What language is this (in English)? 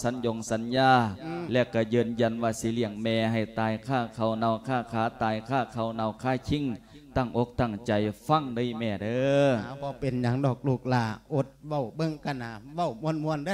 Lao